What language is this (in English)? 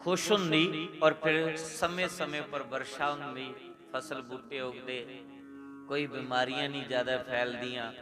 Dogri